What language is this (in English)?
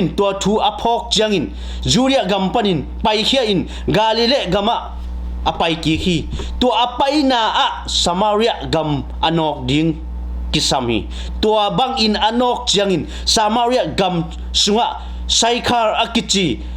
Tedim Chin